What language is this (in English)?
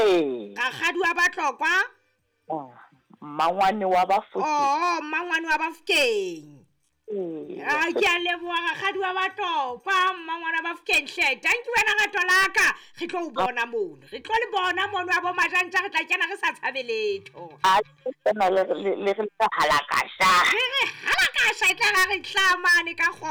Southern Sotho